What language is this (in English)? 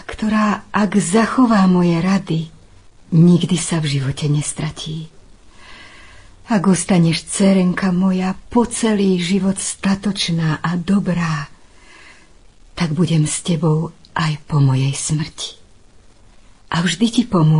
Slovak